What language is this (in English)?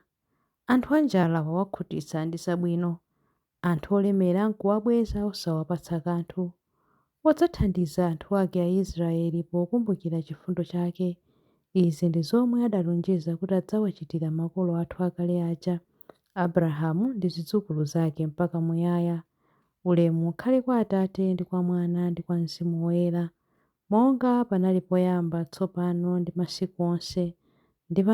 Nyanja